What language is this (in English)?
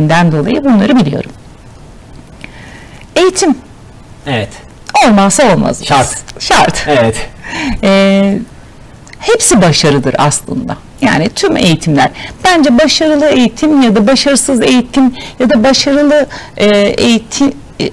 Turkish